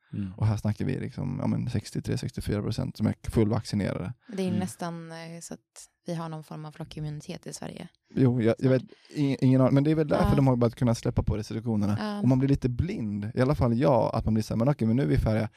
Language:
Swedish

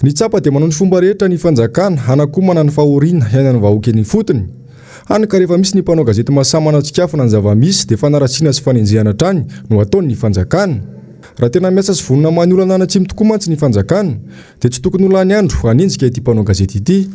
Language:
Malagasy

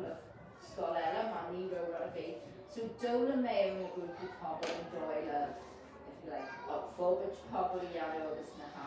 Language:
Irish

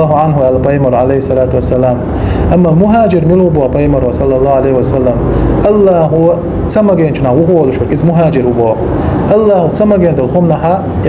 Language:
Chechen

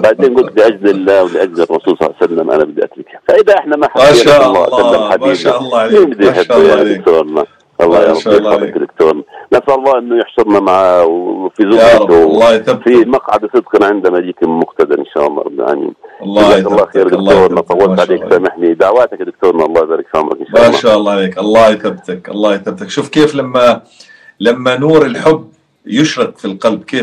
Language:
North Levantine Arabic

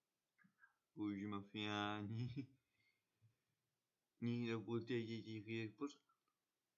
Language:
Czech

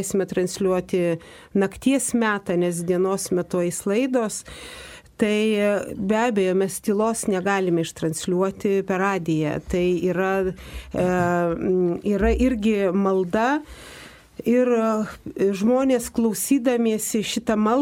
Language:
Lithuanian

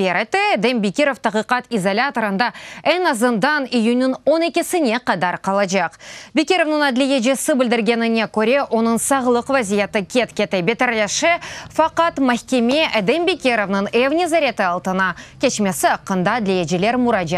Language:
Crimean Tatar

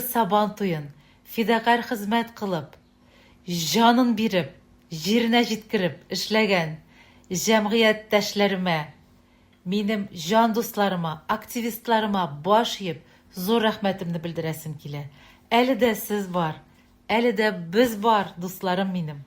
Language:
Tatar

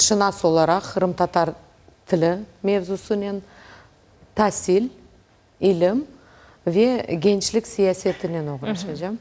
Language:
Crimean Tatar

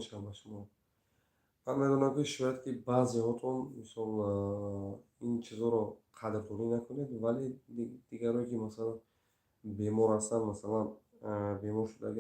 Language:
Tajik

